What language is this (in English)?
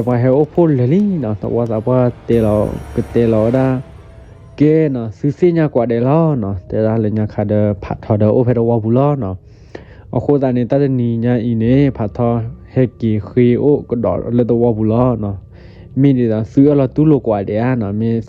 S'gaw Karen